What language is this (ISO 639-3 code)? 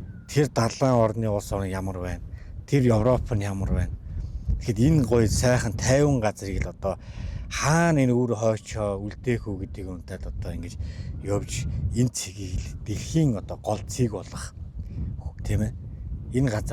mon